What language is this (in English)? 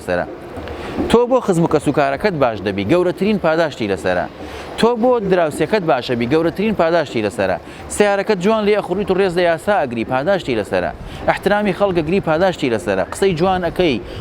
Central Kurdish